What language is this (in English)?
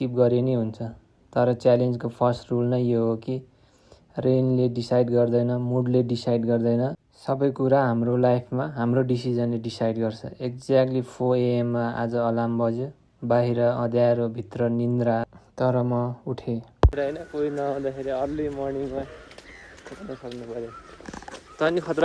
Nepali